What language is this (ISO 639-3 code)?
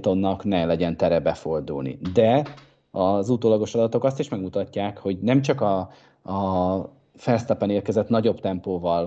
hun